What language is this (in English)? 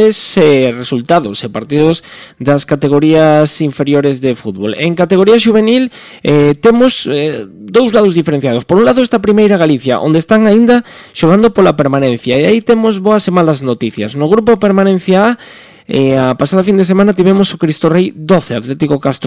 Galician